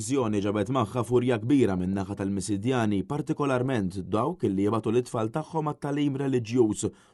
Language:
Maltese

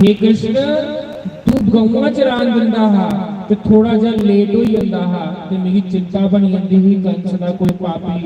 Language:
Dogri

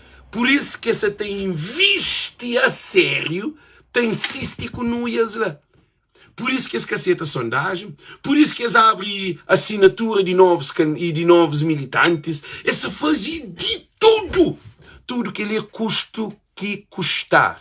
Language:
Kabuverdianu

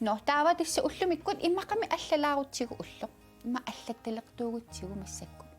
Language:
Kalaallisut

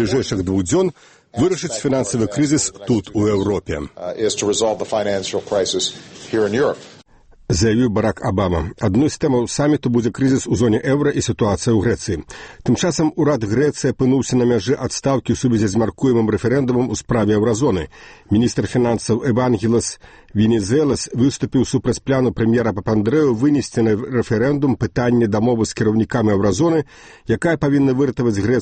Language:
Belarusian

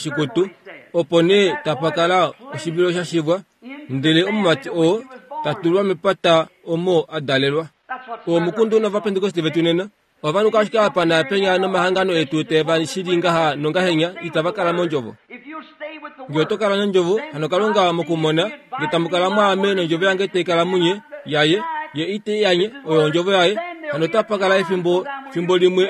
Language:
Kuanyama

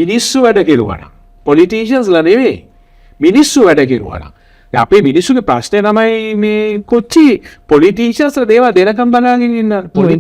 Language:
Sinhala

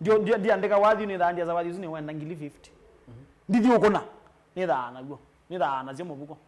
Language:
Kamba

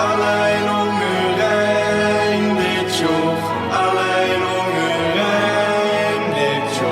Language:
Limburgish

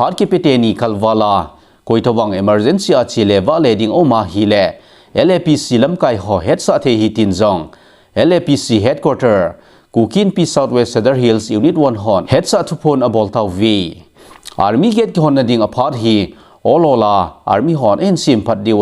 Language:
Thado Chin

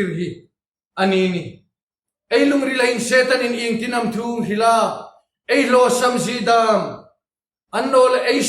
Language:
Hmar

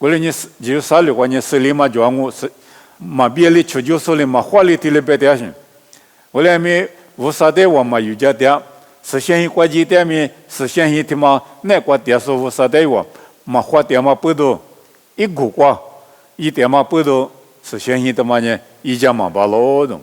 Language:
Lisu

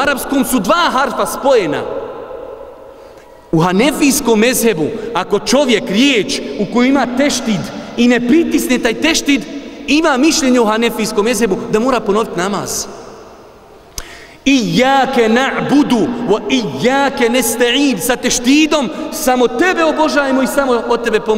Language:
Bosnian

